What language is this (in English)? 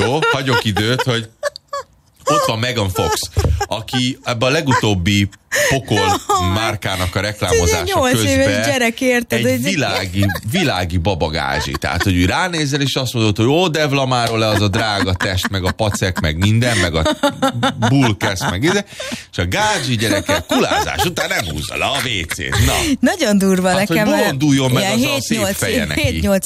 Hungarian